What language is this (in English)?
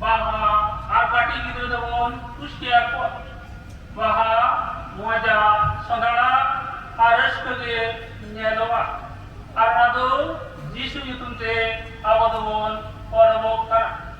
Santali